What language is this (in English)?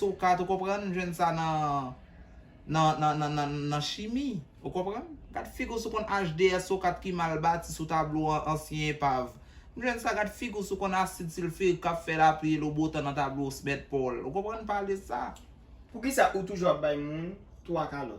Haitian Creole